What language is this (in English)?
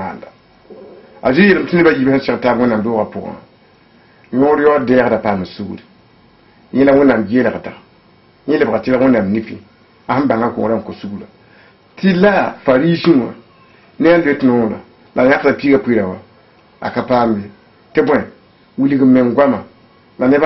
Mossi